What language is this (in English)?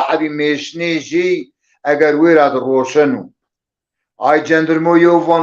Zaza